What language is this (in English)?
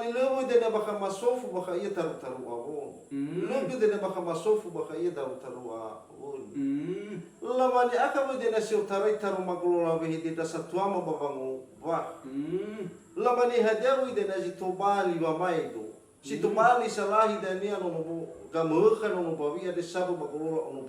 Nias